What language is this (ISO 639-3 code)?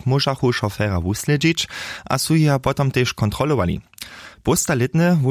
hsb